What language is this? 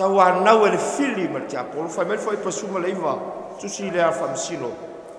Samoan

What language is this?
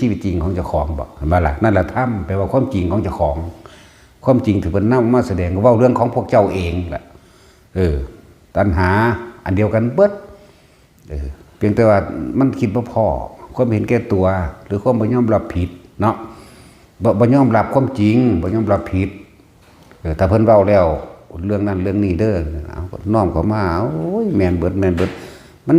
Northeastern Thai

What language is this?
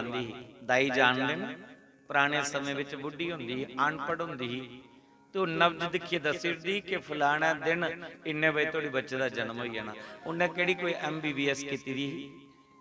Dogri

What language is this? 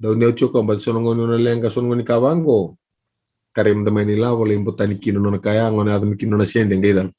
Fijian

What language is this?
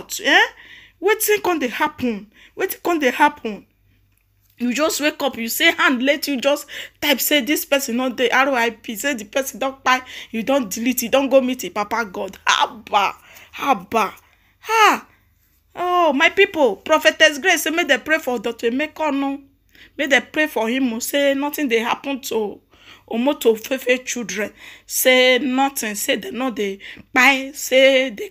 Nigerian Pidgin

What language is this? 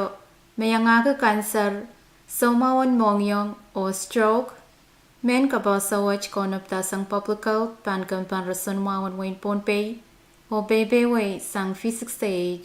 Pohnpeian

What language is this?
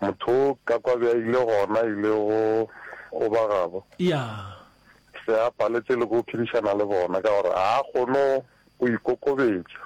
Northern Sotho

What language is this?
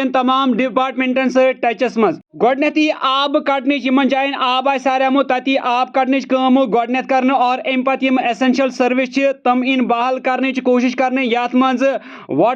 Kashmiri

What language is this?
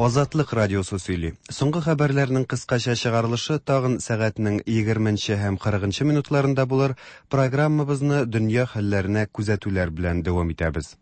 Tatar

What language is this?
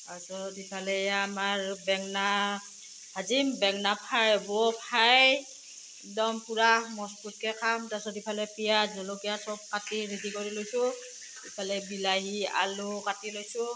Assamese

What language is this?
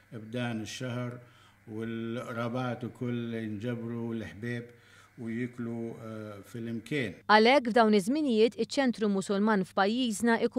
Maltese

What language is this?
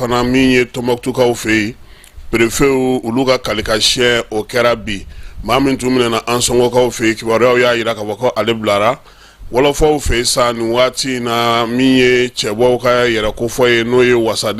Bambara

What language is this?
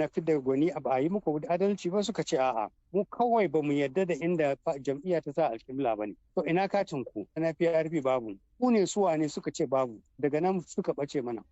Hausa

